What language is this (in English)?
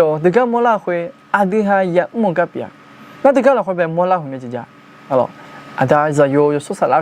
Akha